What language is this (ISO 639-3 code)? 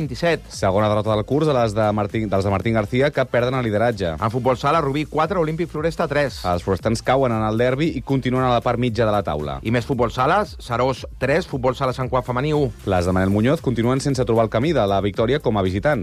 cat